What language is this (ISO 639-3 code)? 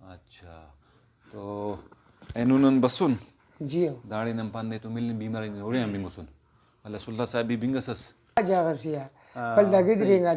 brh